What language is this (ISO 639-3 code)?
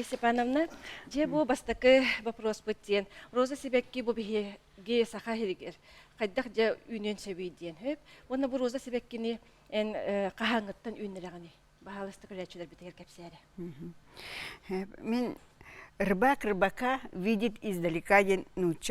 sah